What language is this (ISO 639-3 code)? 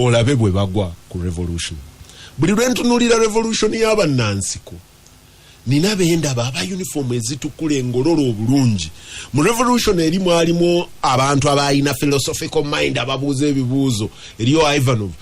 lug